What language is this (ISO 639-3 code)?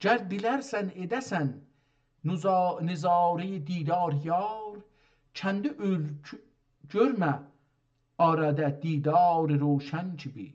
azb